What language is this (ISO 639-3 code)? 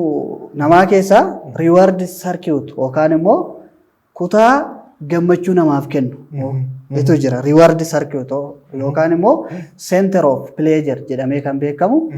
orm